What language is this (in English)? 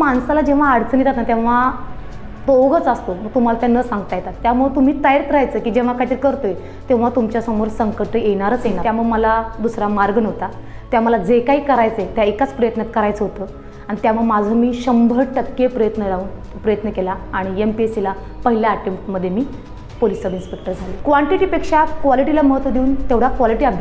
Marathi